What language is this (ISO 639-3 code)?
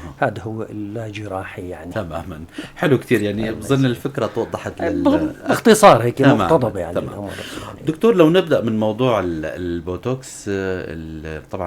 apc